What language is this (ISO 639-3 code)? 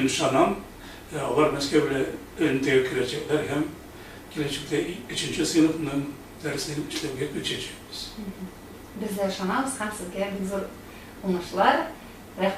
tat